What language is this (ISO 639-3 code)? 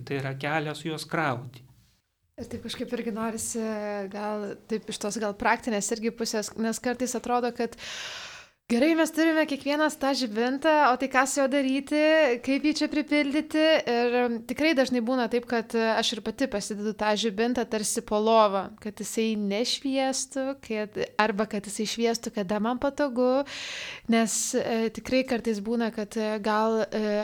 lit